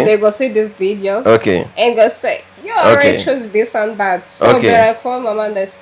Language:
Kinyarwanda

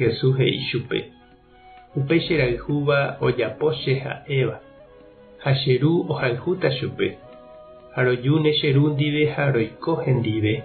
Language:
Guarani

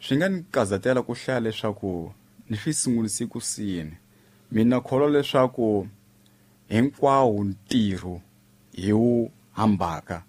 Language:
Tsonga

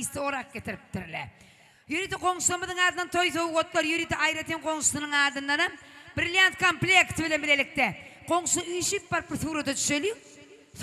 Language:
Turkmen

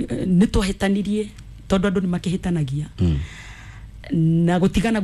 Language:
Kikuyu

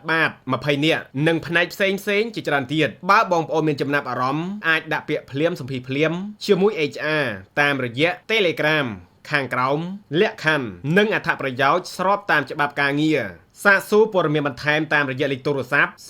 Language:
Khmer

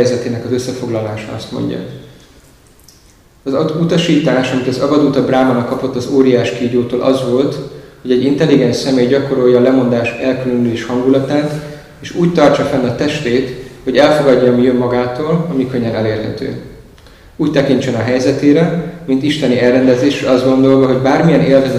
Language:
Hungarian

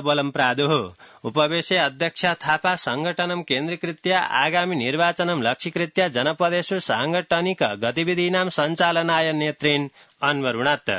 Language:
Sanskrit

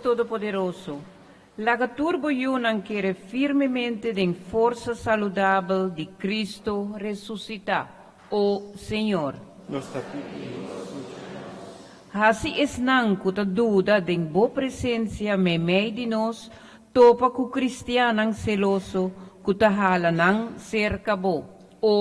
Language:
Papiamento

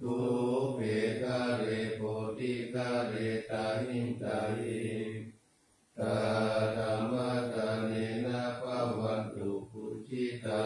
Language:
Pali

